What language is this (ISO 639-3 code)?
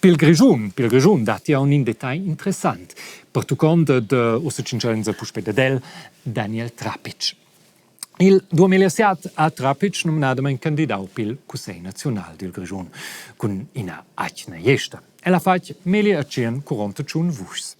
roh